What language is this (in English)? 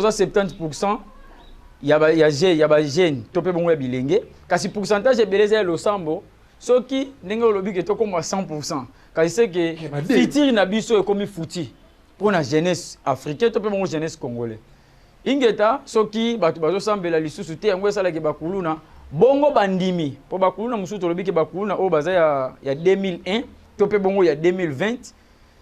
Lingala